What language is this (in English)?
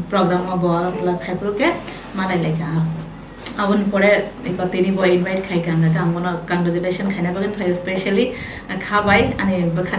Kok Borok